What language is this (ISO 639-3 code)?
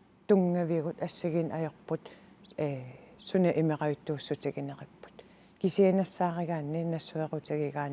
kal